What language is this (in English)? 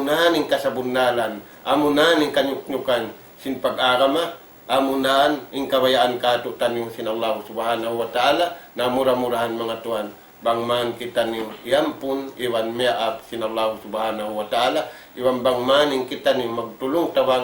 Tausug